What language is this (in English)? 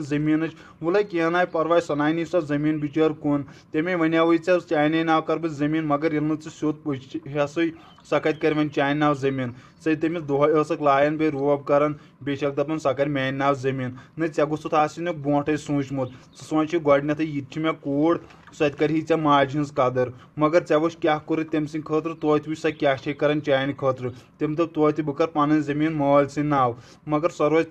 Kashmiri